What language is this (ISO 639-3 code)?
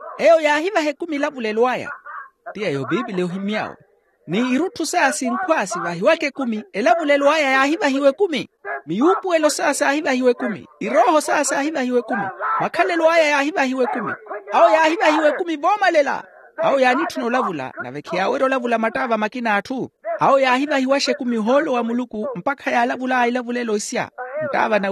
vmw